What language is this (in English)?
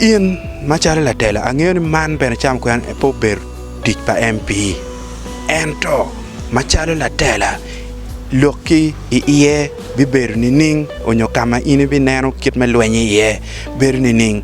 Acoli